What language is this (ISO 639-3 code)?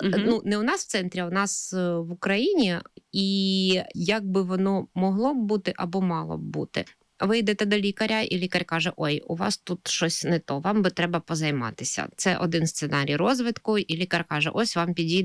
ukr